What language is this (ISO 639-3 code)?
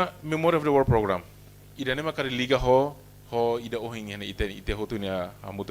tet